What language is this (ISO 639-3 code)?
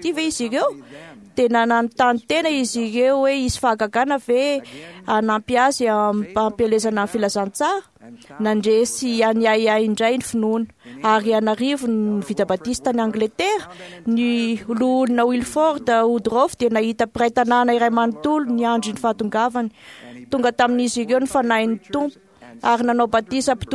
mlg